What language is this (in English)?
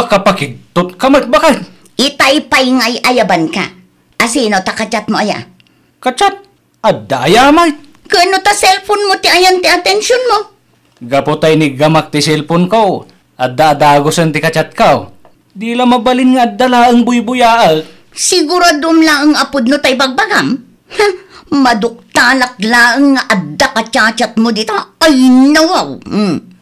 Iloko